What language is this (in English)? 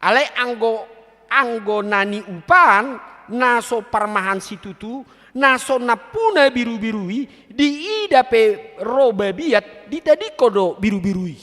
Batak Toba